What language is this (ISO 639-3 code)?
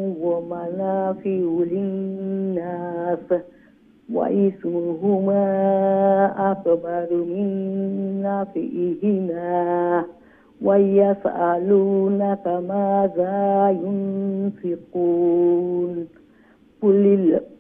ara